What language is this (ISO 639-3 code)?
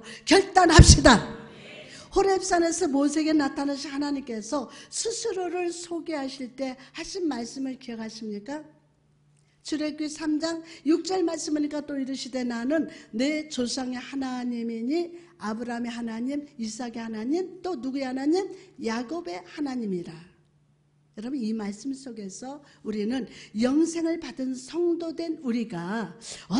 kor